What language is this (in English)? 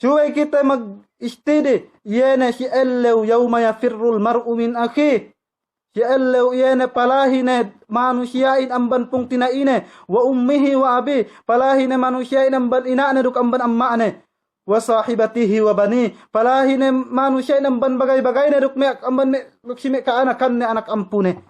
Yakan